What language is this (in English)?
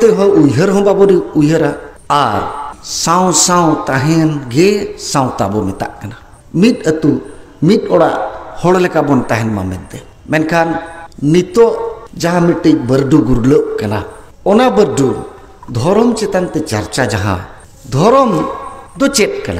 Santali